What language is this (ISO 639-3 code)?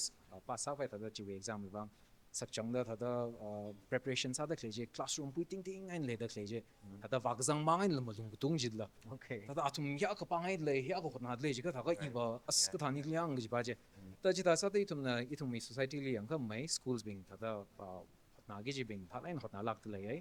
nmf